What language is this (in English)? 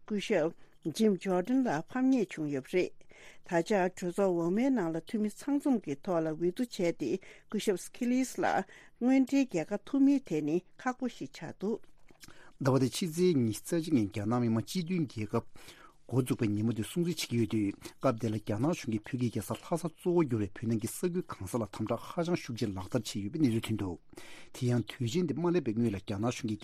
Tibetan